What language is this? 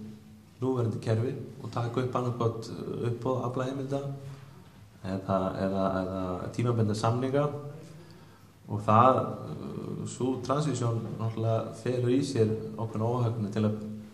Icelandic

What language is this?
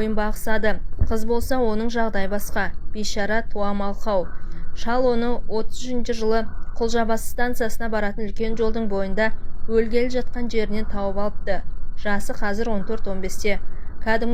Kazakh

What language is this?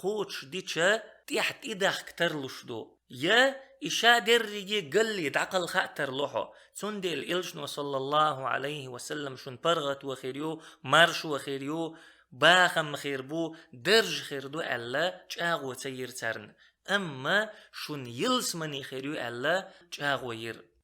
Chechen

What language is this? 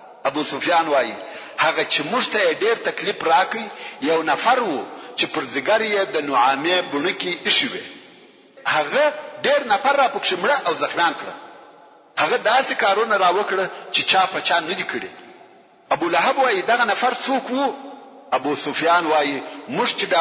Pashto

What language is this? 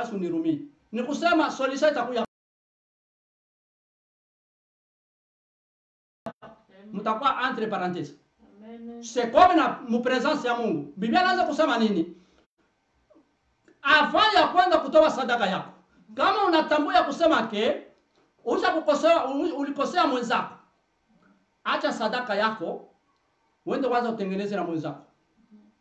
Swahili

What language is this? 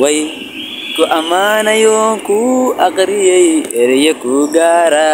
Somali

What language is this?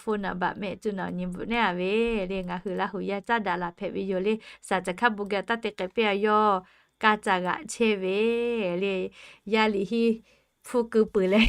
Lahu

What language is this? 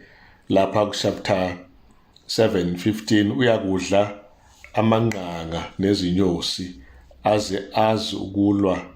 Zulu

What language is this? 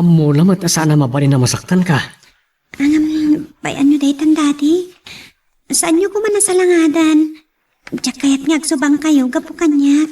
Iloko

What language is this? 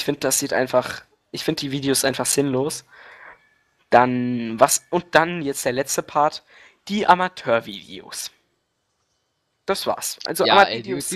German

